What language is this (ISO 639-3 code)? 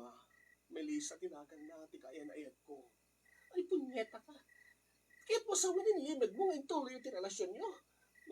ilo